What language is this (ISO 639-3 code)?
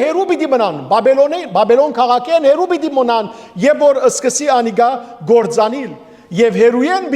hyw